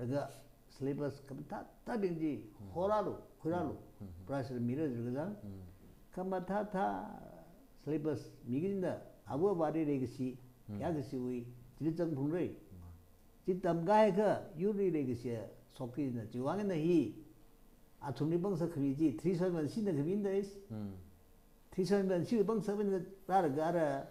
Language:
Tangkhul Naga (India)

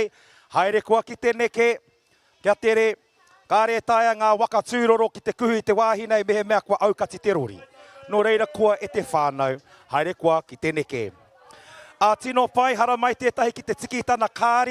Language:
Māori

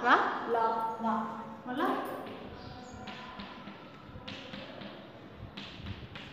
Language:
Telugu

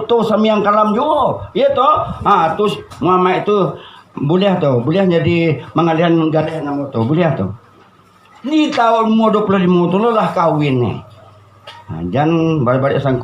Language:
Minangkabau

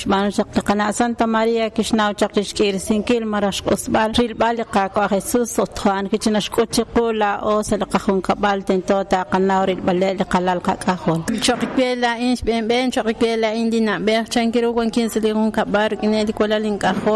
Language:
Kekchí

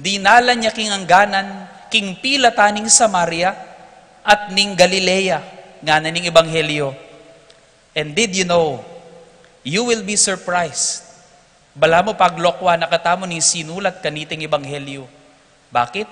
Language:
Pampanga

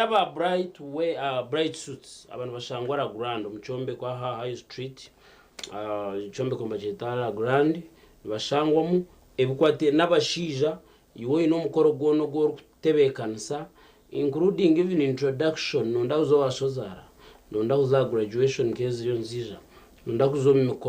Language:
Nyankole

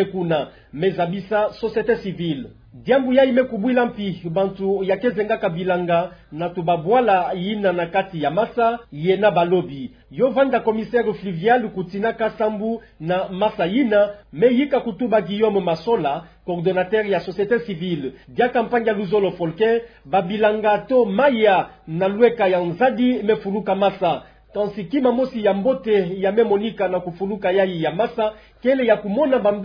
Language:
Kituba (Democratic Republic of Congo)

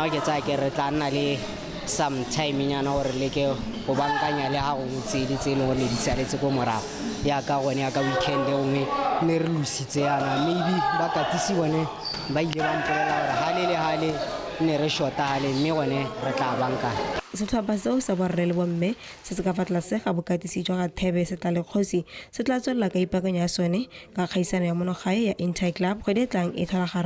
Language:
Tswana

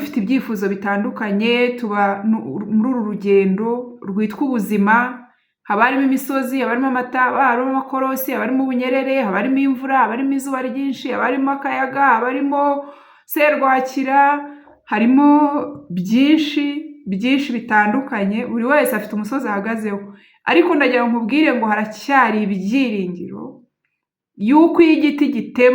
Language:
Kinyarwanda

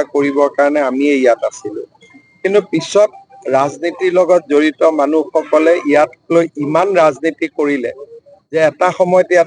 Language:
Assamese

